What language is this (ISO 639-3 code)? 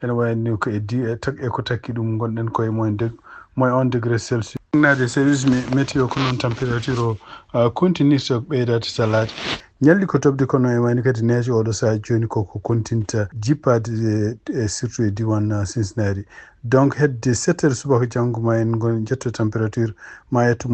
ful